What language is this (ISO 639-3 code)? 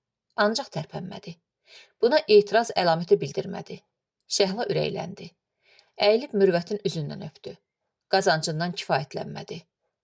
aze